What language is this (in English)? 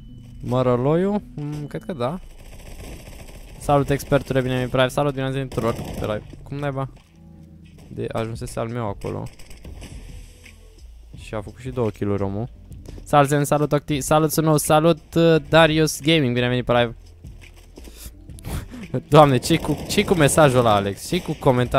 Romanian